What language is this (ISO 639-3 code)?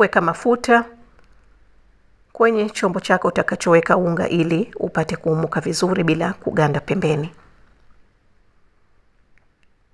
swa